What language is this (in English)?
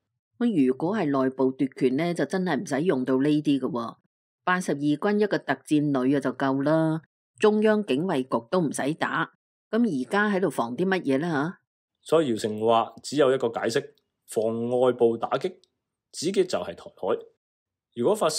Cantonese